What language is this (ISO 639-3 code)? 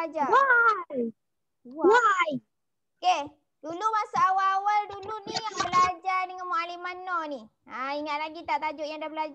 msa